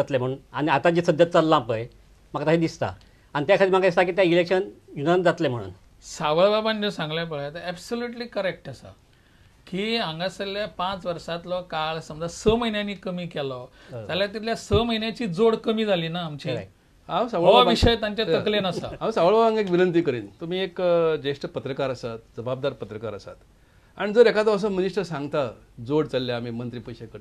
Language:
Konkani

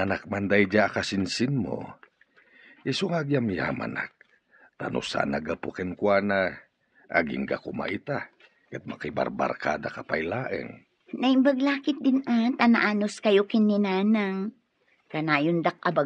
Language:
Iloko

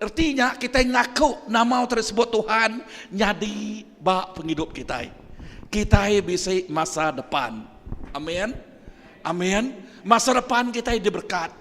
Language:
Iban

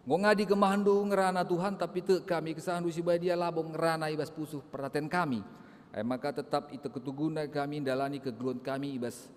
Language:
Batak Karo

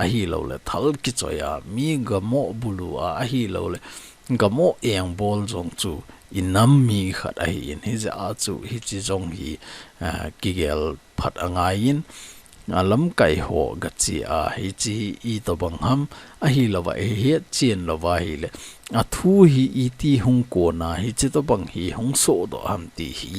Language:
Thado Chin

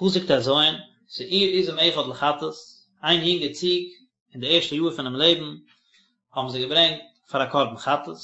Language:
Yiddish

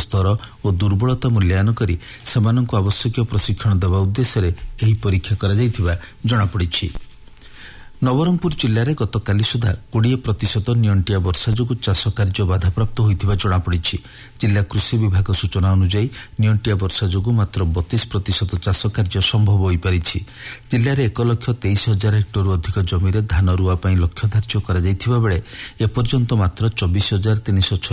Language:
Odia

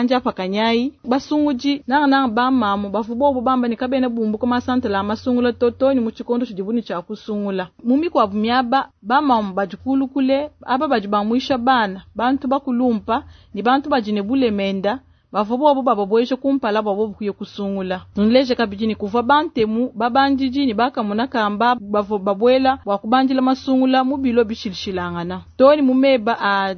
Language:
Luba-Lulua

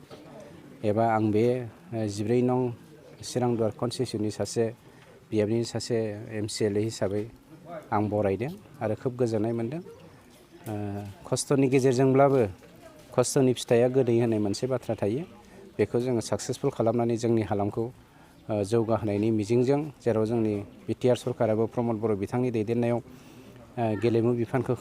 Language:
Bodo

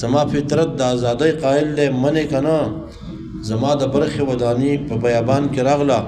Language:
Pashto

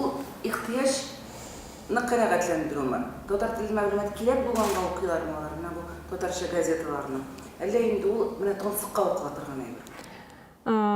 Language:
Tatar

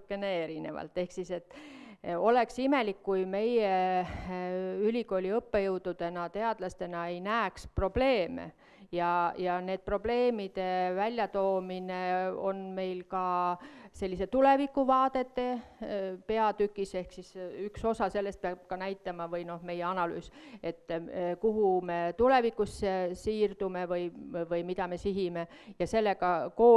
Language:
Estonian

